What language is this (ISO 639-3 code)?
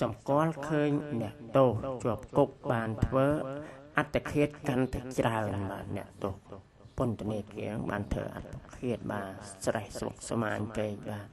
khm